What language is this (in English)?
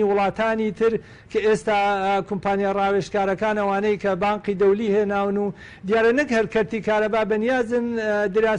Central Kurdish